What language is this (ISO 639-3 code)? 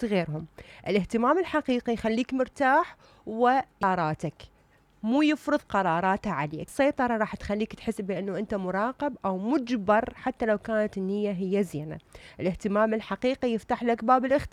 acm